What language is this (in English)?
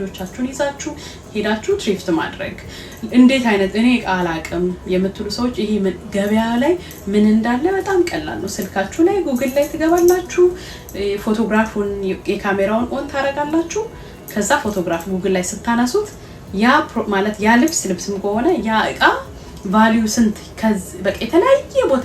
Amharic